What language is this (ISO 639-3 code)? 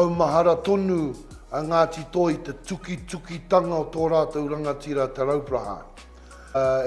mri